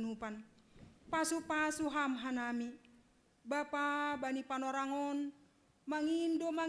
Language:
Batak Simalungun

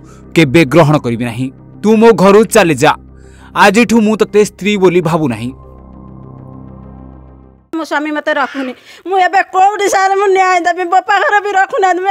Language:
Odia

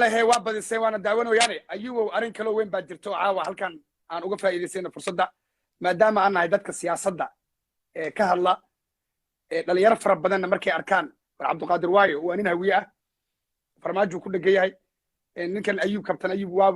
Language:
Somali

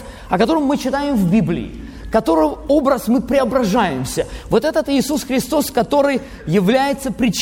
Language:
Russian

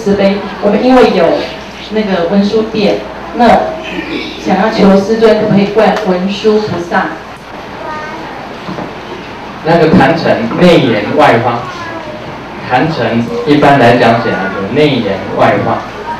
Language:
Chinese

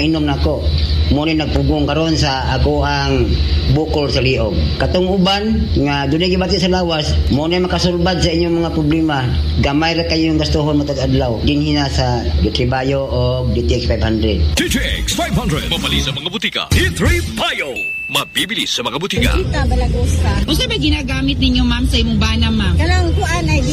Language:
Cebuano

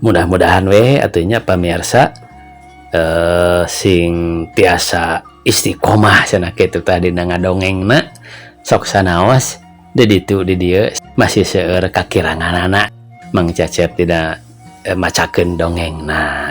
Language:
Sundanese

